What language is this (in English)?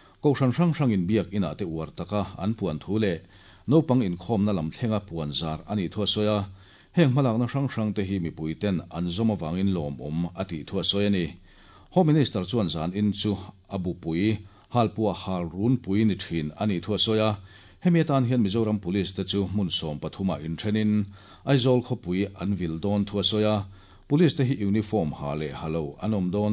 Mizo